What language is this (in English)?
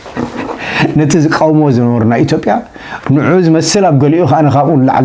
Tigrinya